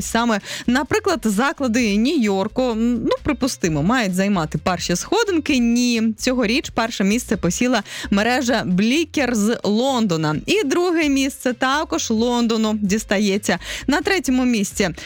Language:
Ukrainian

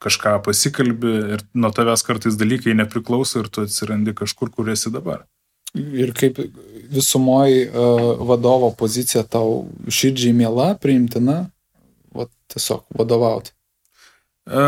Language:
Lithuanian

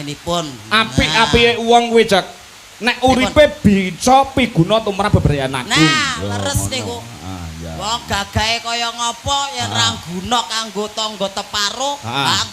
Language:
Javanese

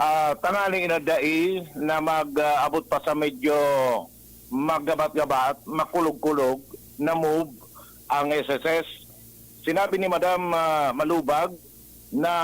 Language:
Bikol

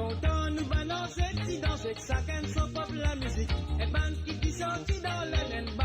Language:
Morisyen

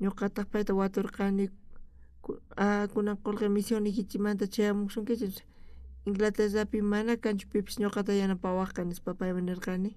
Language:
South Bolivian Quechua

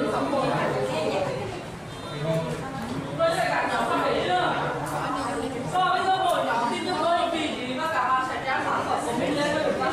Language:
Vietnamese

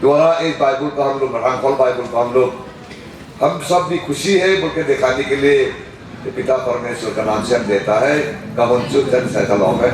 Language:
Hmar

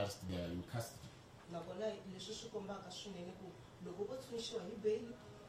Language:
Tsonga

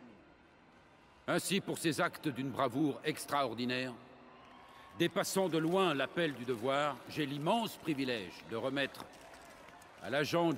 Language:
French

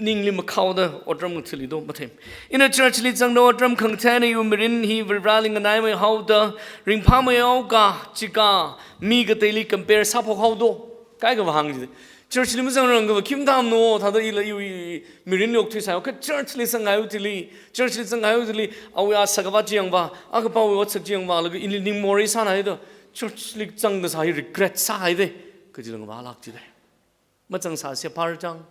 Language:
Tangkhul Naga (India)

